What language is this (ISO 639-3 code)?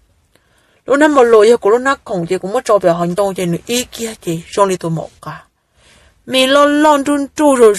hmn